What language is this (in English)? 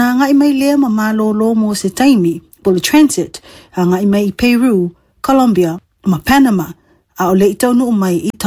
Samoan